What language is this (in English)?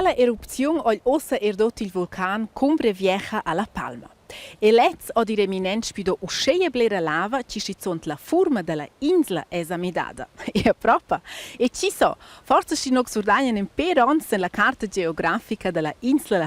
Romansh